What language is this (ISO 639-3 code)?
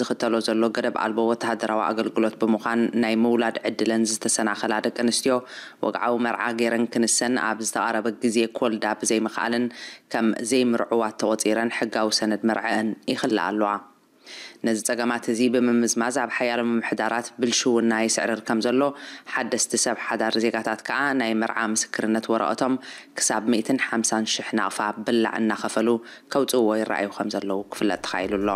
tir